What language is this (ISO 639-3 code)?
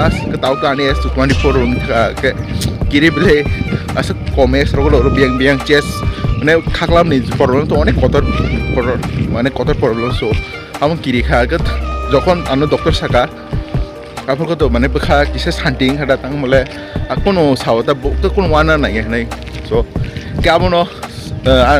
trp